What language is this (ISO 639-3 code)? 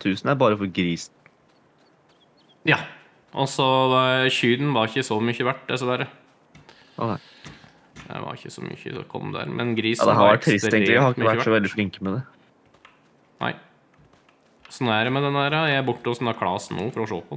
nor